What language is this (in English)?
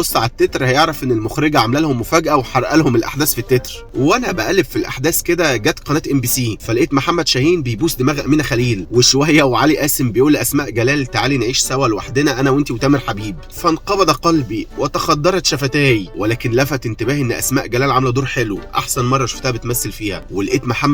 Egyptian Arabic